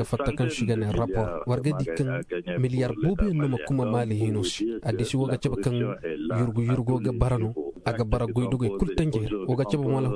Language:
Zarma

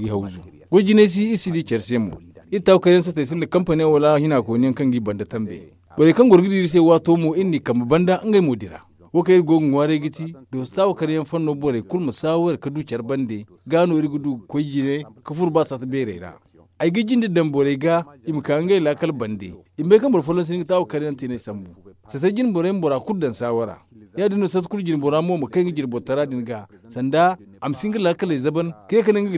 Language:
Zarma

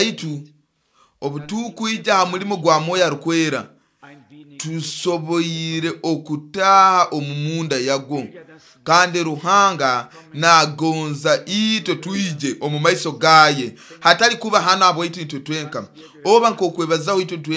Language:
Nyoro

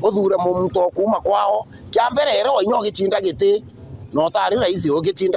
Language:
Meru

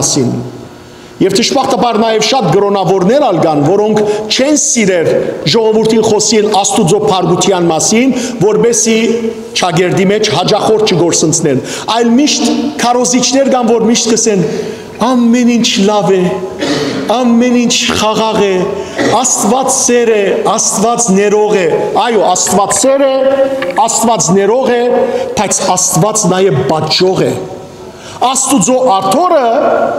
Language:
Western Armenian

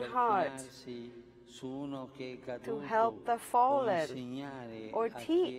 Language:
English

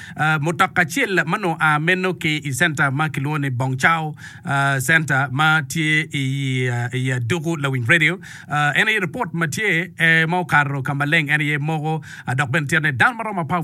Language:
Acoli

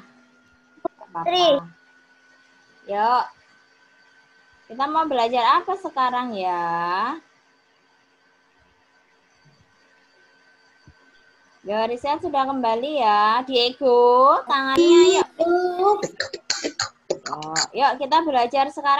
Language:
Indonesian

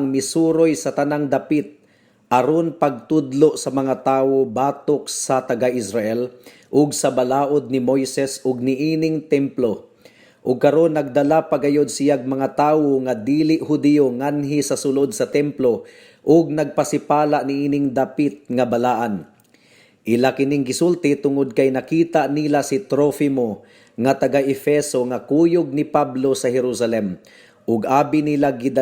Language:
Cebuano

